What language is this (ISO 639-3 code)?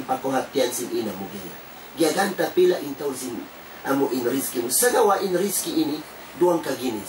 tsg